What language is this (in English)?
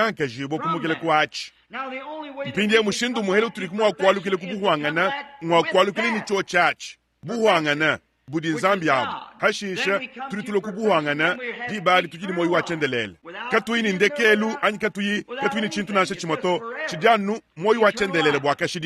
Luba-Lulua